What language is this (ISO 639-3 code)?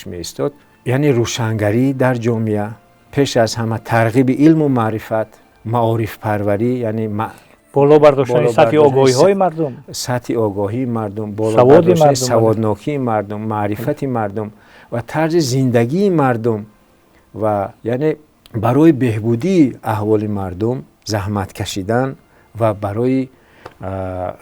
tgk